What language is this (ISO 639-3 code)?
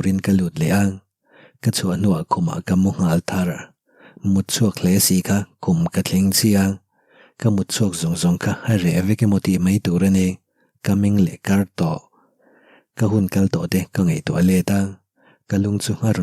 lus